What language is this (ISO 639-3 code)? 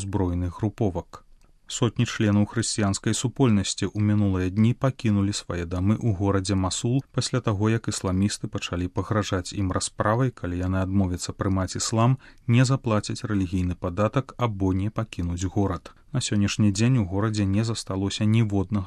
bel